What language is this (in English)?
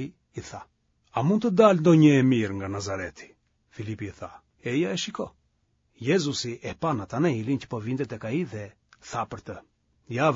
Albanian